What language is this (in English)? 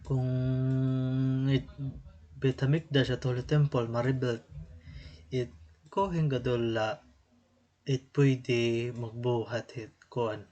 Waray